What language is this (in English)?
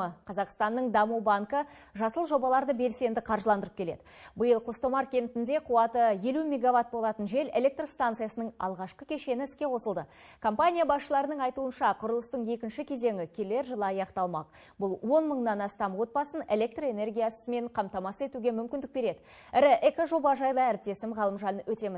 Kazakh